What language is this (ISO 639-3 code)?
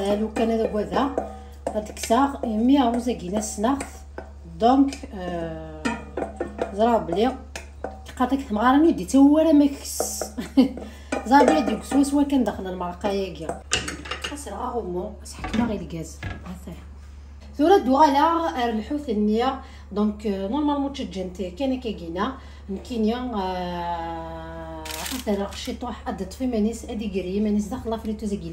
kab